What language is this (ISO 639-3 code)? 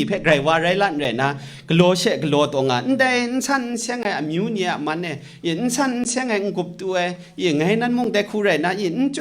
kac